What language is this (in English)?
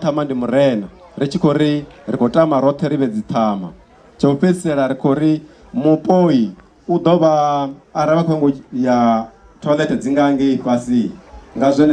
Venda